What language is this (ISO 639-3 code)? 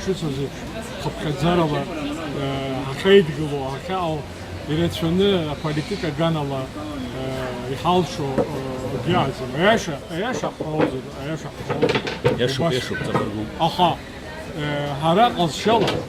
abk